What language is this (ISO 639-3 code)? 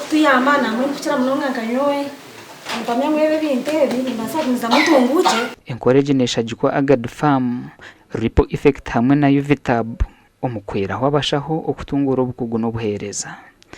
nyn